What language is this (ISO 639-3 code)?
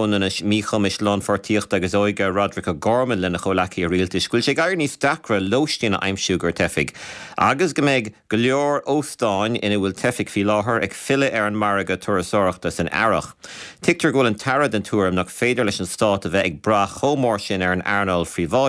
gle